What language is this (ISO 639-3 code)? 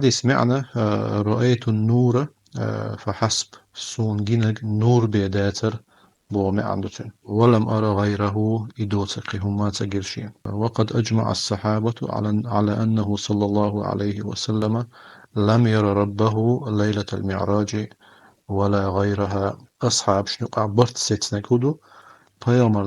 che